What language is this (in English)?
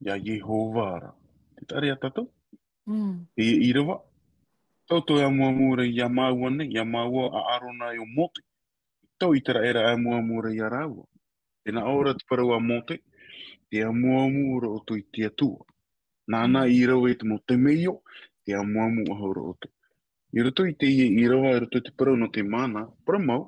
Tahitian